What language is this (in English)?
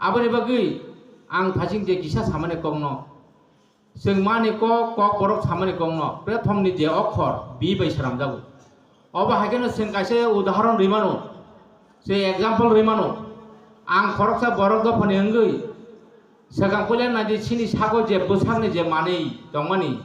Kok Borok